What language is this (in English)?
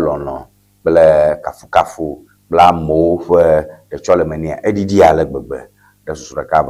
Ewe